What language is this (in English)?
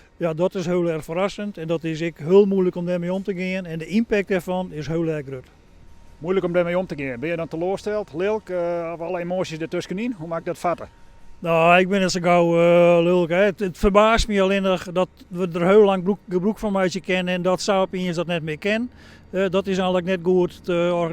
Western Frisian